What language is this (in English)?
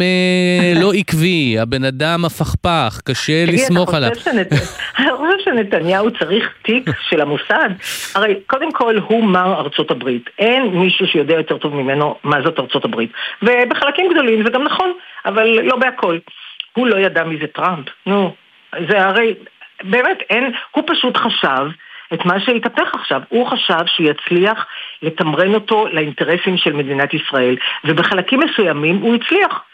Hebrew